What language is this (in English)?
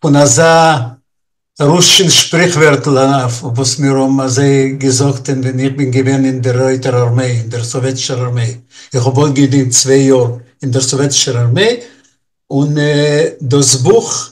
Yiddish